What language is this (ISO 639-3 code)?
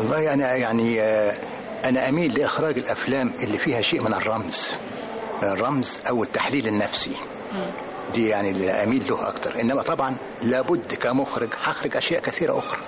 arz